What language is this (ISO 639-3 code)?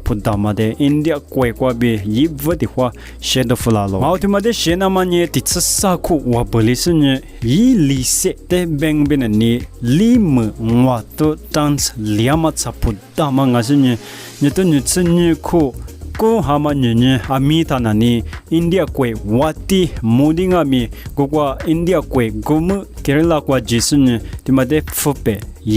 lis